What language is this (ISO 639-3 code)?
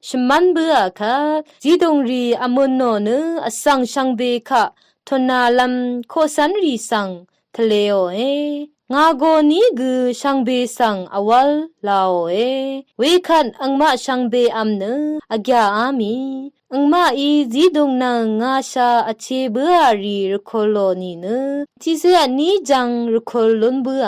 raw